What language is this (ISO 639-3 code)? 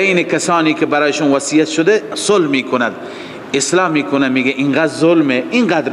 fas